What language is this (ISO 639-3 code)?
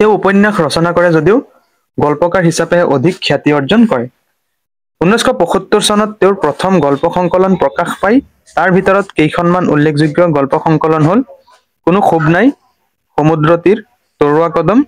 asm